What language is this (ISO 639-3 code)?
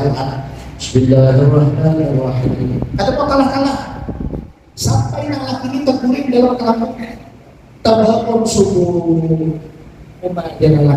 bjn